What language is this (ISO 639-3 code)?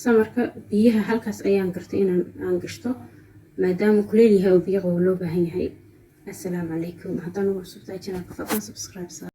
som